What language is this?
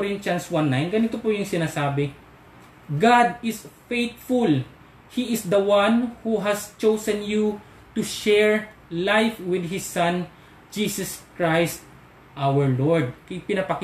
Filipino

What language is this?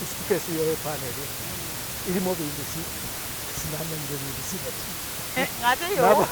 Masaaba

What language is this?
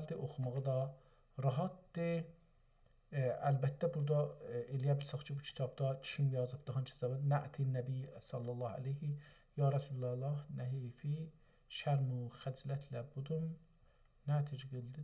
South Azerbaijani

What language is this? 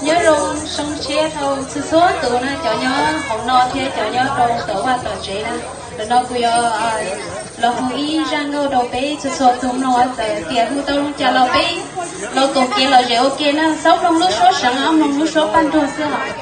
Hmong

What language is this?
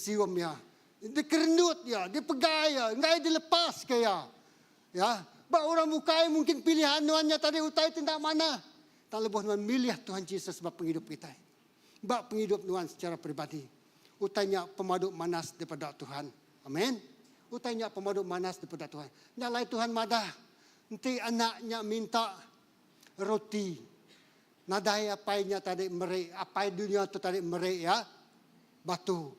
Iban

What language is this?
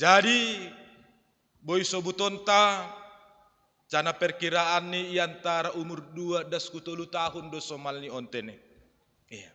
Batak Simalungun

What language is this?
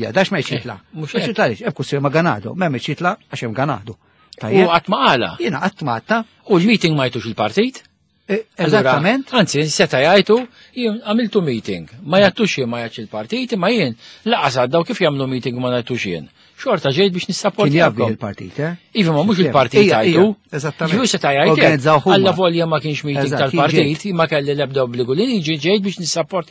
Maltese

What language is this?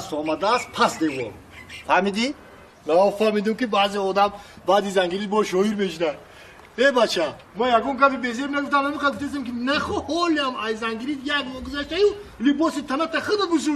Tajik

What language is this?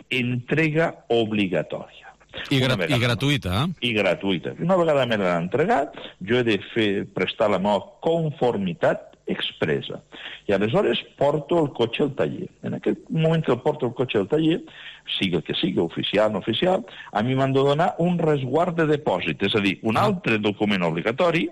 Catalan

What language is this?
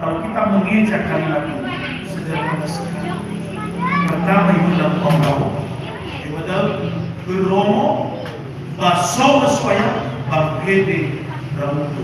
Nias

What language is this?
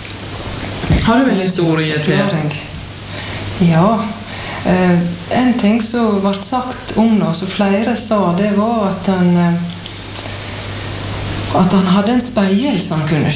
Norwegian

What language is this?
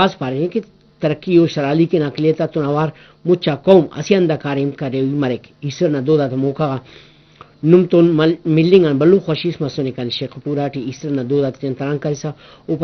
Brahui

